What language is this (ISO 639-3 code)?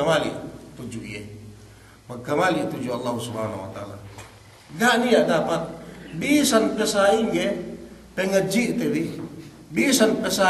yka